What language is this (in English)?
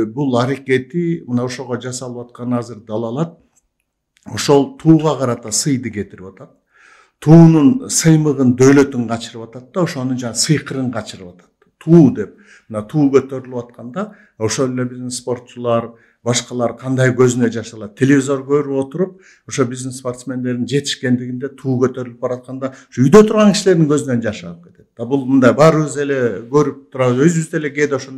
Kyrgyz